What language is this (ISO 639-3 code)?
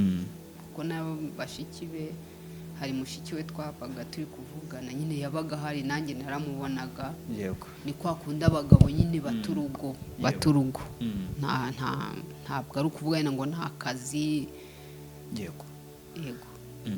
kin